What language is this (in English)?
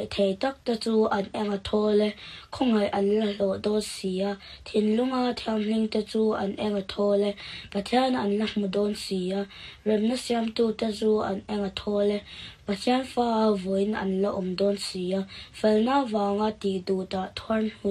Mizo